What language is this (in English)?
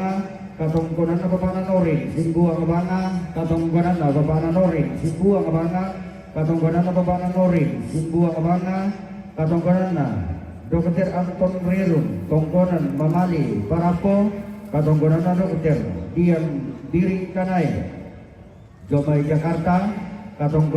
Toraja-Sa'dan